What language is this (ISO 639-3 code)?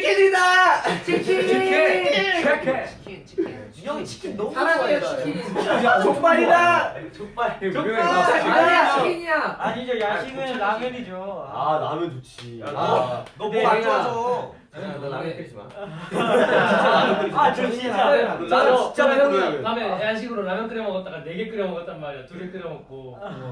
kor